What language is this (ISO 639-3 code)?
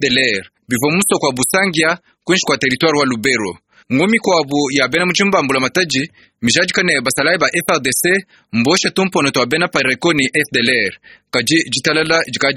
lua